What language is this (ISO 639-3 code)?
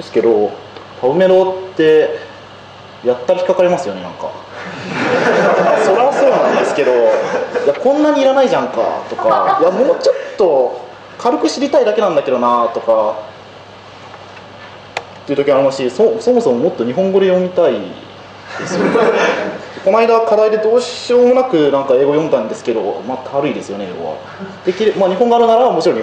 jpn